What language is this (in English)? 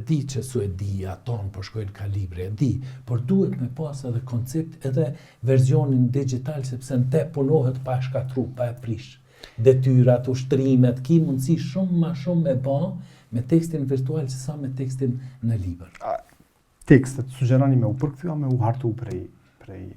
Albanian